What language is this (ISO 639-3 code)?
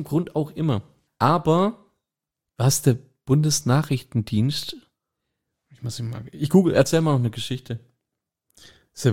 deu